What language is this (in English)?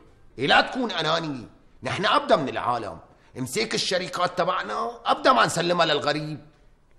North Levantine Arabic